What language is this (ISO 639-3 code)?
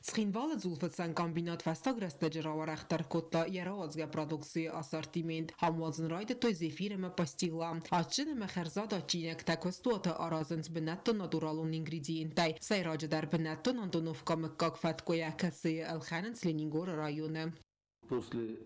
oss